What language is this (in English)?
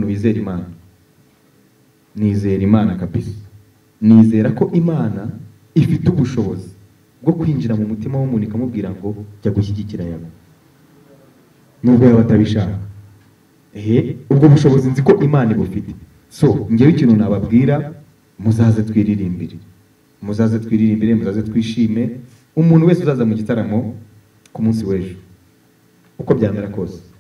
Kinyarwanda